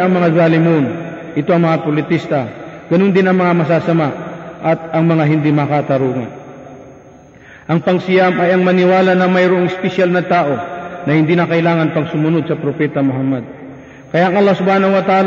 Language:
Filipino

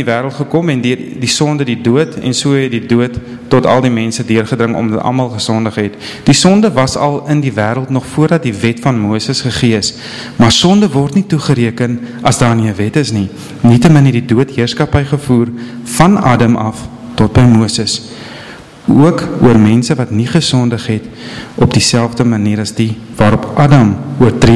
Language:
Afrikaans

